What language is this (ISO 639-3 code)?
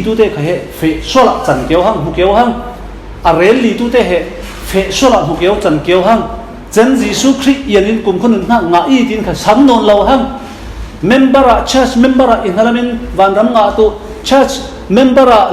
cfm